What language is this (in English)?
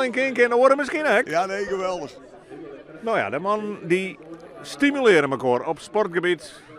Western Frisian